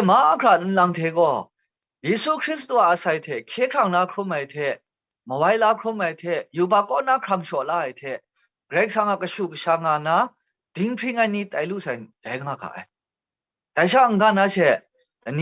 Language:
Kachin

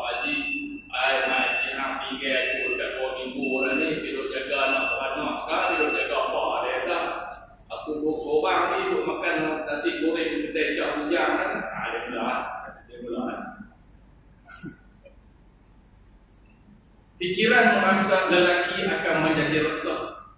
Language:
Malay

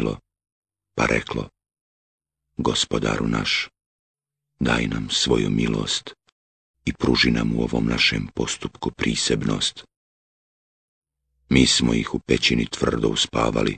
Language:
Bosnian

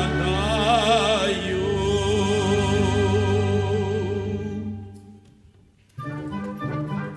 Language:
Serbian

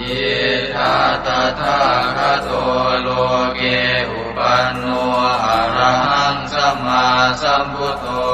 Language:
Pali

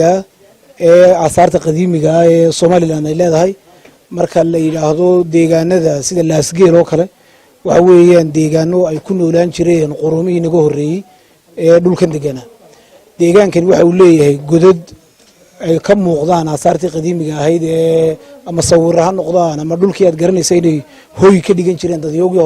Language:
Somali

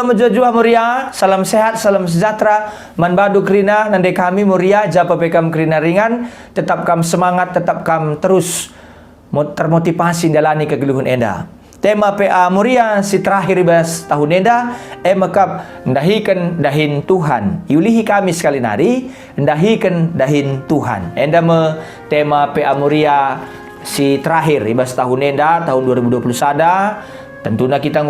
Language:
Batak Karo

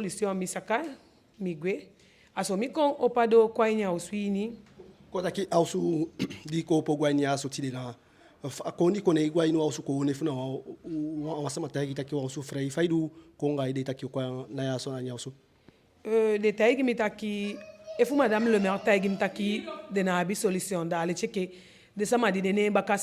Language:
Eastern Maroon Creole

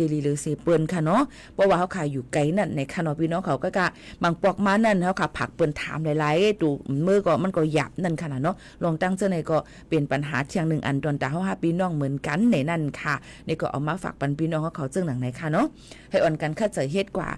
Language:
Shan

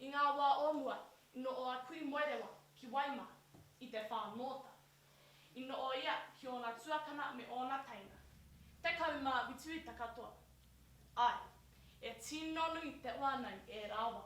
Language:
Māori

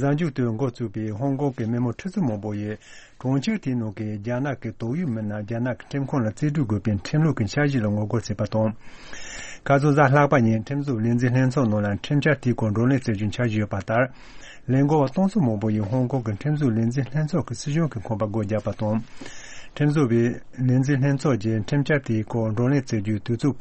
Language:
Tibetan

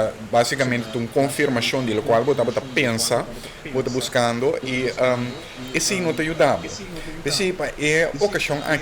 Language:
Papiamento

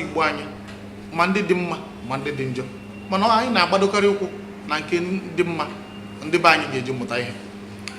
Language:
Igbo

